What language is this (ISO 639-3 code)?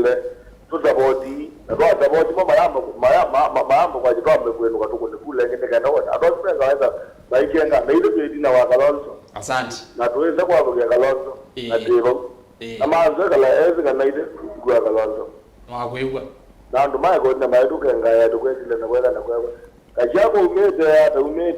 kam